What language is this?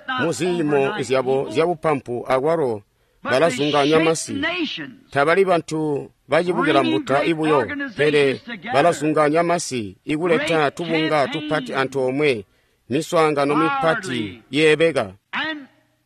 Tonga (Zambia)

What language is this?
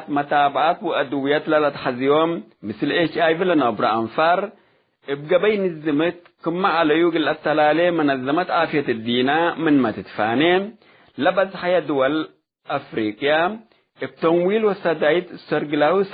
Tigre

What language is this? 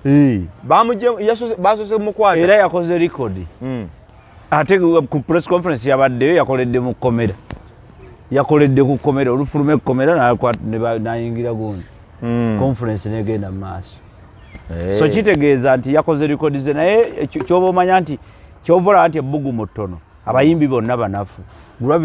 Ganda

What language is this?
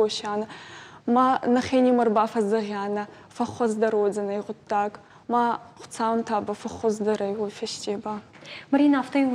Ossetic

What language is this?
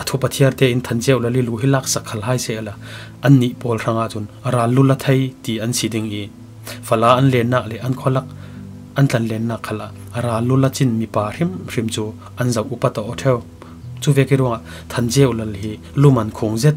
Falam Chin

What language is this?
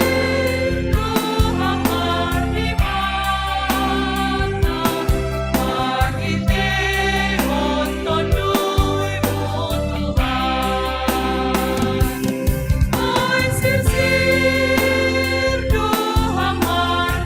Batak Simalungun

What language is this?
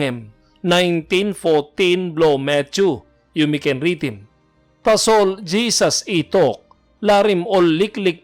Tok Pisin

